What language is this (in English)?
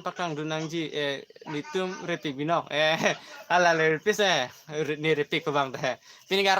Karbi